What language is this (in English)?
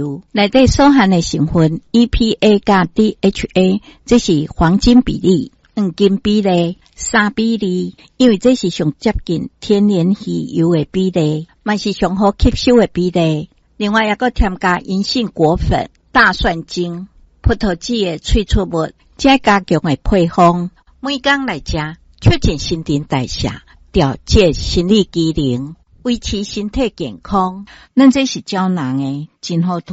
Min Nan Chinese